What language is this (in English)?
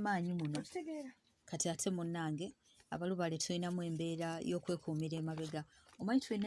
Ganda